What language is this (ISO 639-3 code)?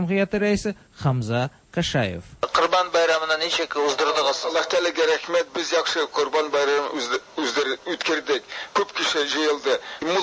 tat